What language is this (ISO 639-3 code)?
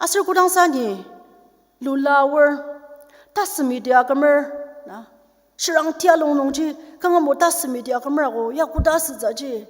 njo